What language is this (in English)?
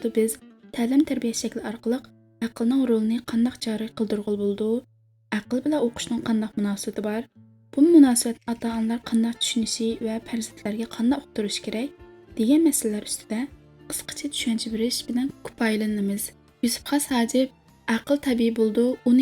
Uyghur